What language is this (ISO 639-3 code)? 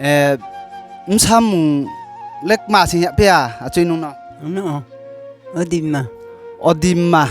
ria